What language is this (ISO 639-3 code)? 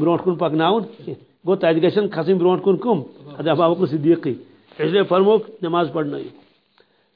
kas